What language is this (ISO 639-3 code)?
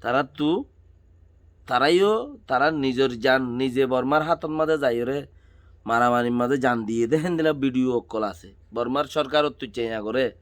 rhg